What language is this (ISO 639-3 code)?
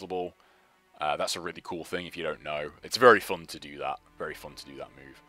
eng